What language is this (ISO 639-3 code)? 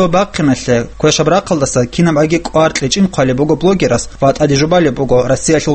ava